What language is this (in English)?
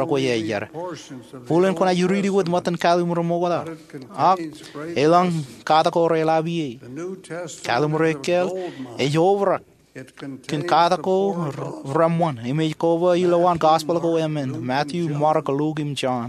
Marshallese